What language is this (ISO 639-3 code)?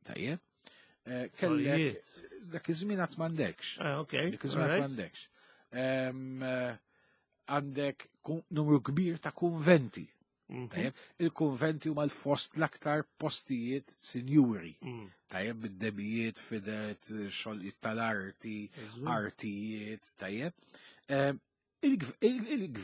mlt